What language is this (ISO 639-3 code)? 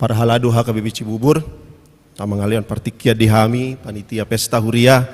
bbc